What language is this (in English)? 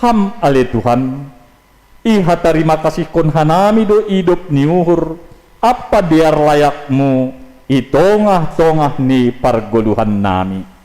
Batak Simalungun